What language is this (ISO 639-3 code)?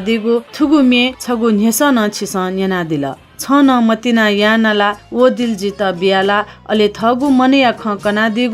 new